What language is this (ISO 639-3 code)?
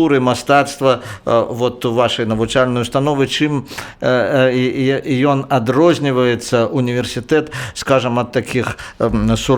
bel